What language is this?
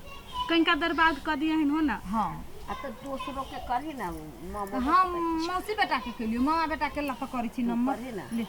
Maithili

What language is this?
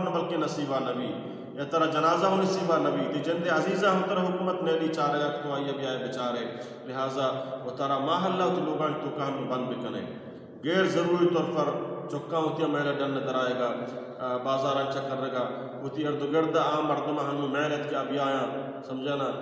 Baluchi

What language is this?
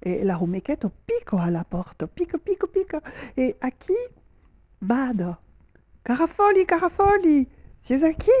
Occitan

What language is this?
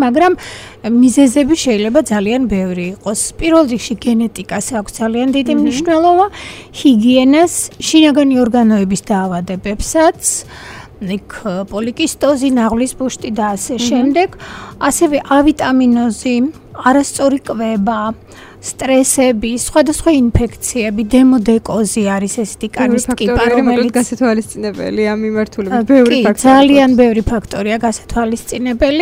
Georgian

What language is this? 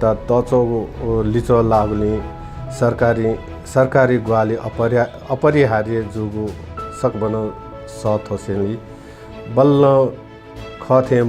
Newari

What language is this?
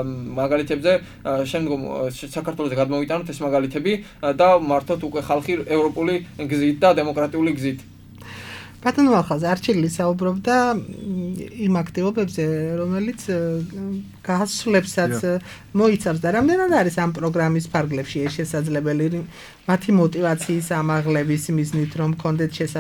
Georgian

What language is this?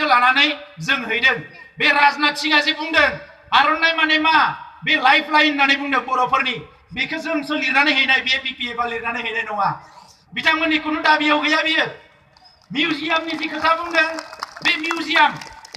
Bodo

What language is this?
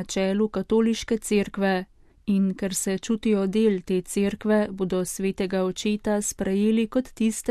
Slovenian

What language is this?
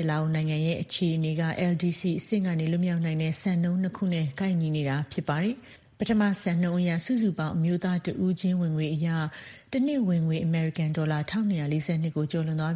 Burmese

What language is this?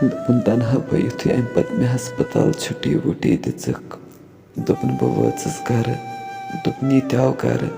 Kashmiri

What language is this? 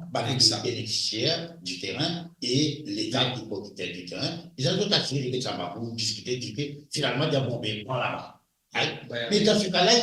Morisyen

